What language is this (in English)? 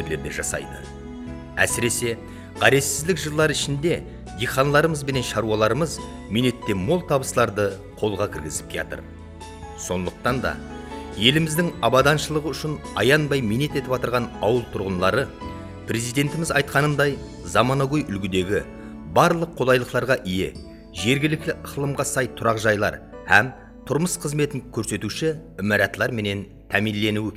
Kara-Kalpak